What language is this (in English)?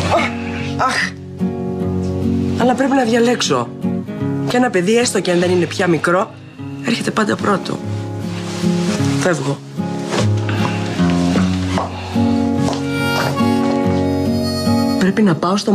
Greek